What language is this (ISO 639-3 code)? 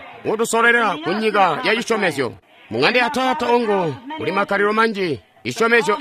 toi